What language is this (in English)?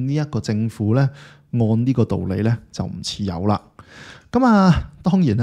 Cantonese